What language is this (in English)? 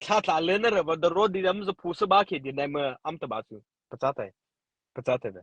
Mara Chin